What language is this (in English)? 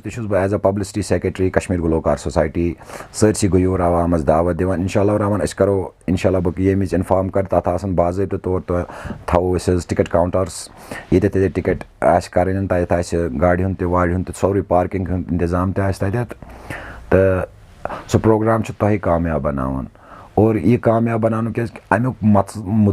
Kashmiri